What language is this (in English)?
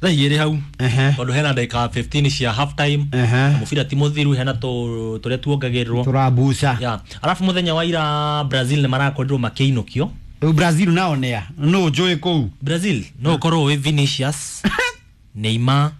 Kikuyu